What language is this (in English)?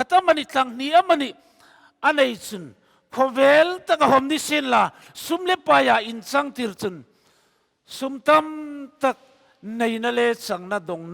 Hmar